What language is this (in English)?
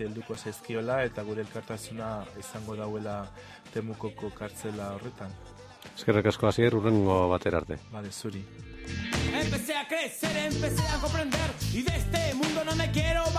Basque